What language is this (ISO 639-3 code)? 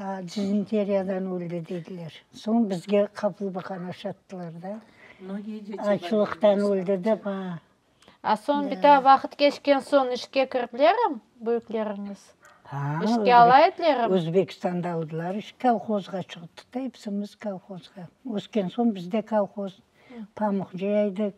crh